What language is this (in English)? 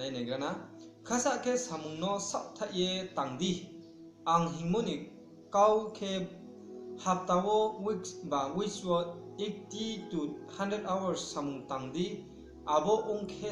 Riang (India)